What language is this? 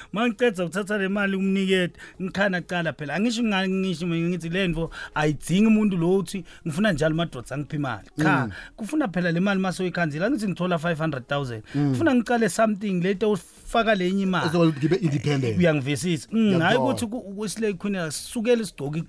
South Ndebele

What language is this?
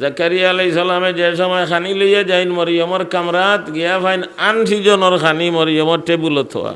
Sylheti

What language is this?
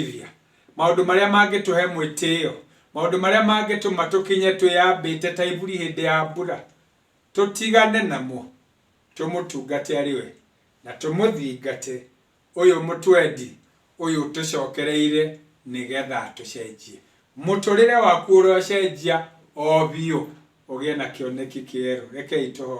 Kikuyu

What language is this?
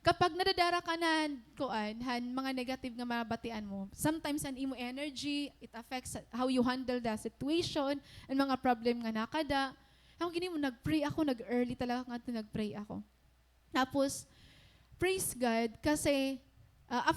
Waray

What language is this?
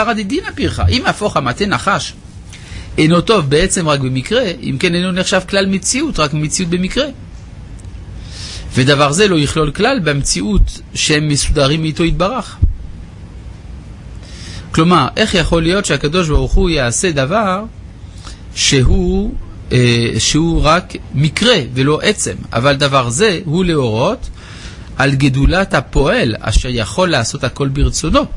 Hebrew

